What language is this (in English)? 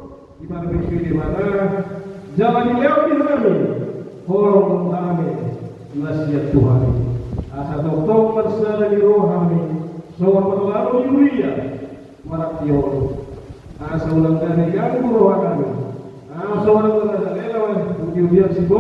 Batak Toba